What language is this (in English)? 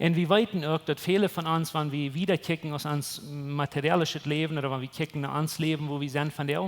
Plautdietsch